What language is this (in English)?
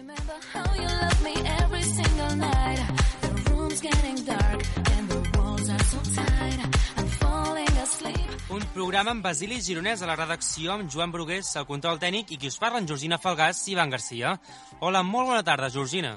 Catalan